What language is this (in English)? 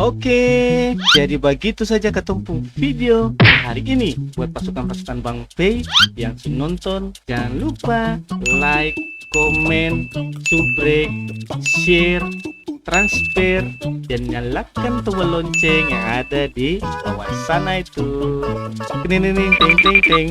Ambonese Malay